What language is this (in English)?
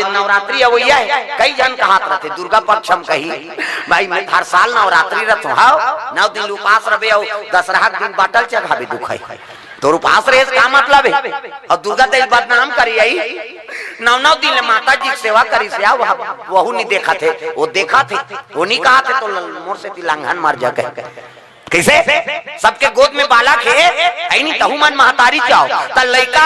Chhattisgarhi